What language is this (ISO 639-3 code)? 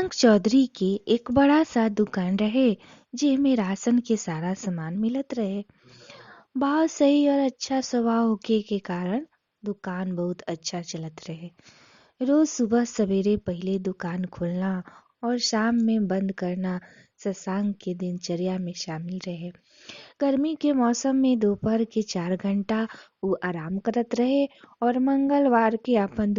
bho